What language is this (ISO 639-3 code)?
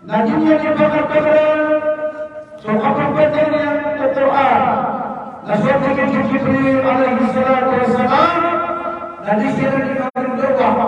mrw